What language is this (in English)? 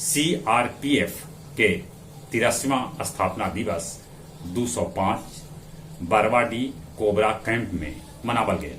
Magahi